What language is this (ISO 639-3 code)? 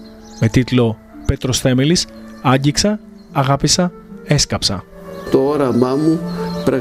ell